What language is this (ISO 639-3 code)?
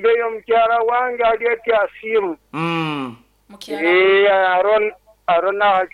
nyo